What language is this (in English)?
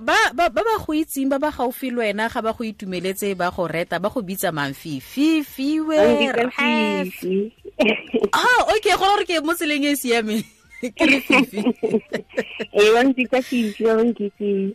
Tswana